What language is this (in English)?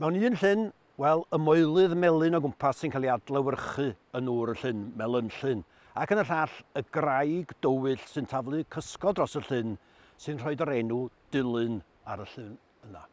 Welsh